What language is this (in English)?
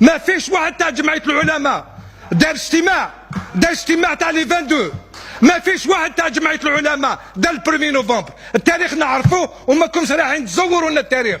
Algerian Arabic